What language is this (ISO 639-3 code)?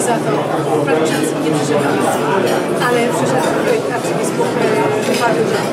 pol